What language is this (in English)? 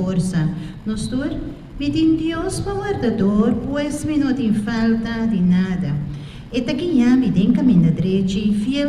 Papiamento